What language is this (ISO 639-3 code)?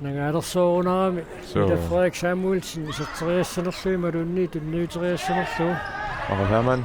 kal